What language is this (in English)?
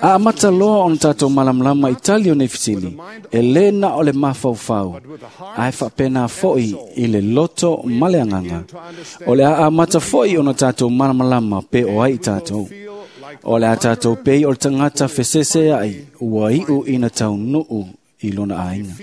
Samoan